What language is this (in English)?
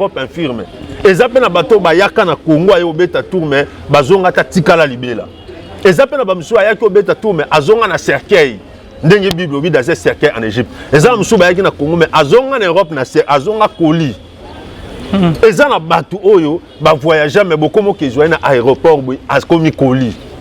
Lingala